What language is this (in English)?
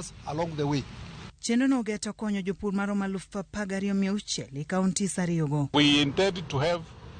Luo (Kenya and Tanzania)